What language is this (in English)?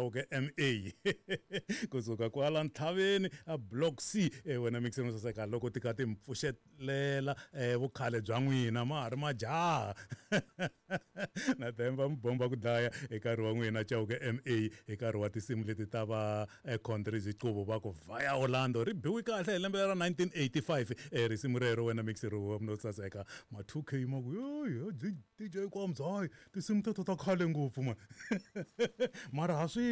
Tsonga